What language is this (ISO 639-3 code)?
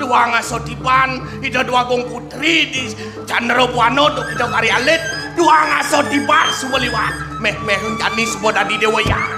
ban